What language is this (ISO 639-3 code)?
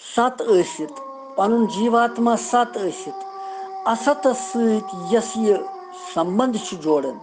kas